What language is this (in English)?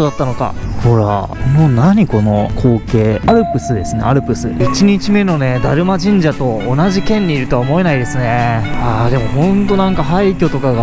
Japanese